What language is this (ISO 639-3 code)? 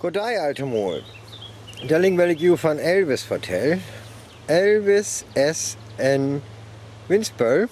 frr